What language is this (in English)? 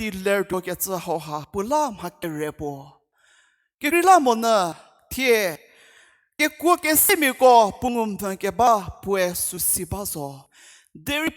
Angami Naga